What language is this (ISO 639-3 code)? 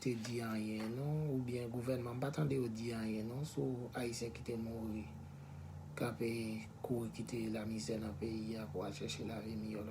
hat